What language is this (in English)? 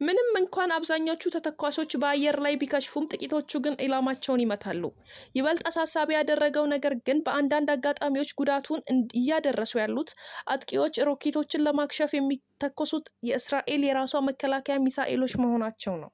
Amharic